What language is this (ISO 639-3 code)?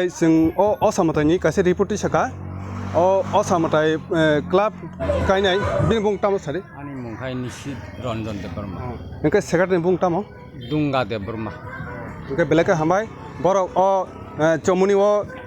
trp